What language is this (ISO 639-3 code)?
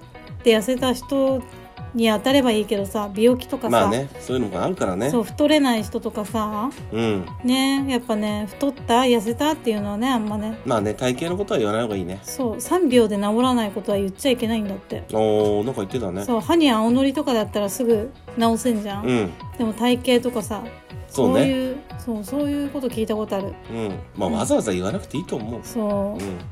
jpn